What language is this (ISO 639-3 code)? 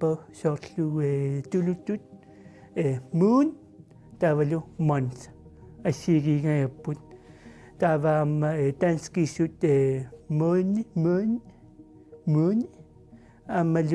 kal